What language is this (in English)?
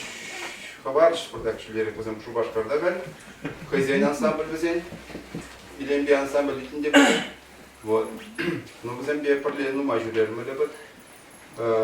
Chuvash